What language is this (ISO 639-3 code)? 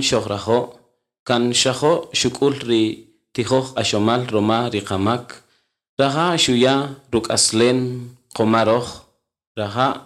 cak